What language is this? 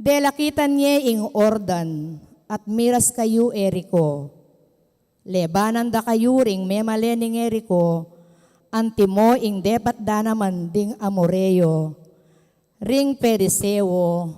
Pampanga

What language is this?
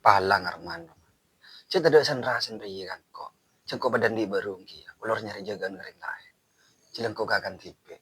Madurese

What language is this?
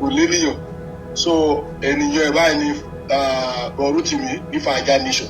Yoruba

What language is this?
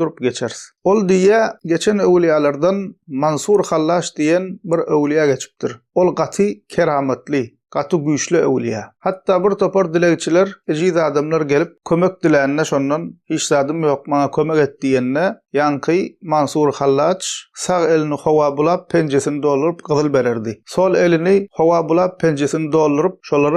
Turkmen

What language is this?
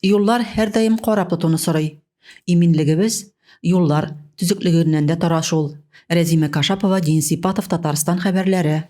Tatar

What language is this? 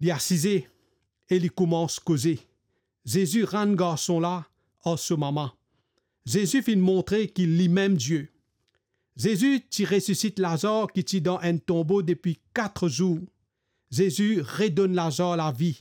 Morisyen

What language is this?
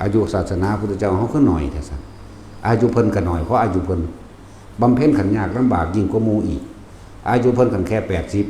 Northeastern Thai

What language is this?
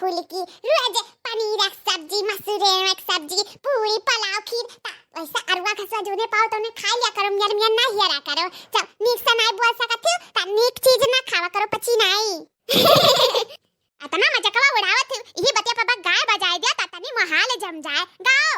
Awadhi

